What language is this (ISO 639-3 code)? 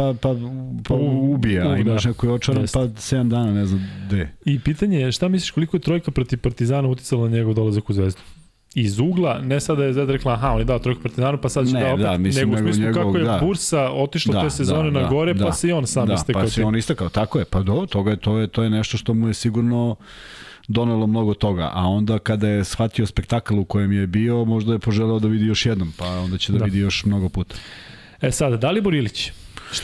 srp